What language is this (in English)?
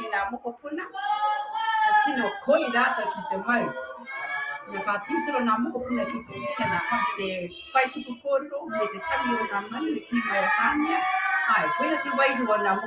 Māori